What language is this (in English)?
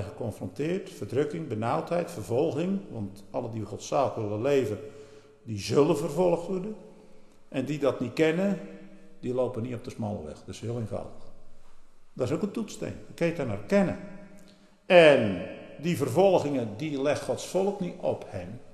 Dutch